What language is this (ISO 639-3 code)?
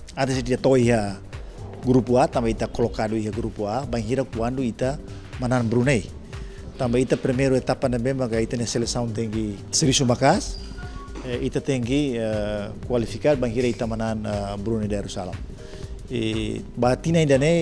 tet